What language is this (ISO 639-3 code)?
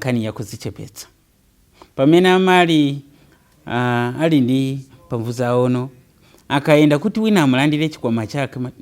nya